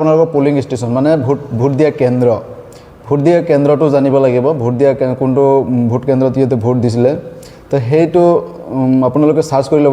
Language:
Assamese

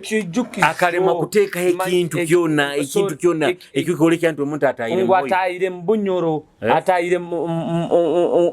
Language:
Nyoro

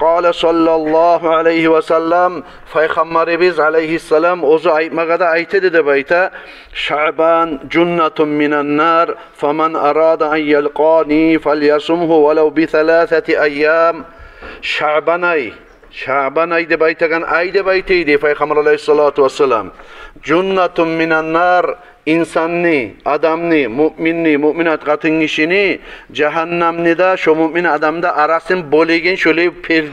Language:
Kumyk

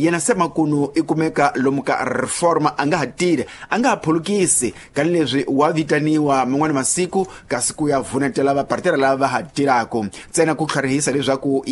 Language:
Tsonga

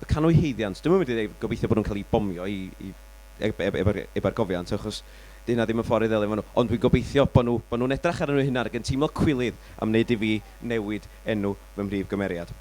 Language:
Welsh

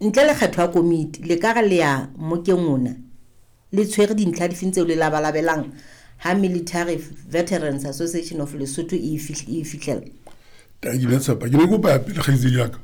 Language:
Southern Sotho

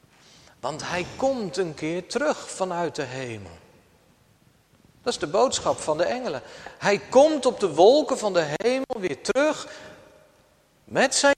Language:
Dutch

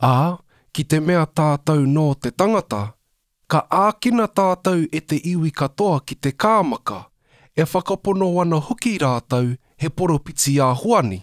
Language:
Māori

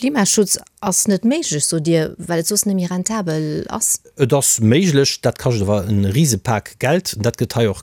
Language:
Luxembourgish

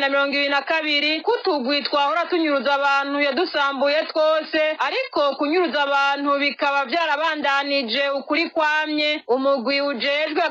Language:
Rundi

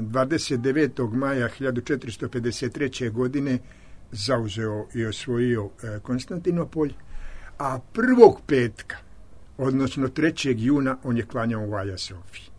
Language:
Serbian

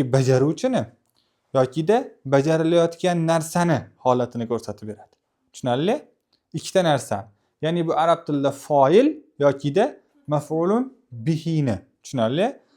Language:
Uzbek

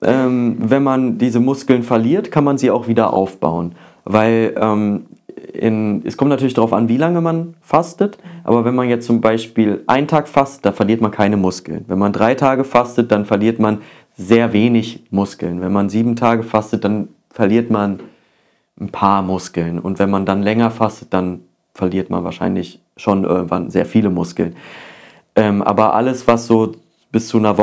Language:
German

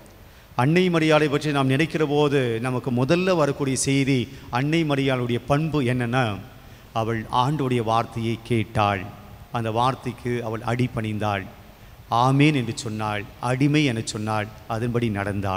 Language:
Tamil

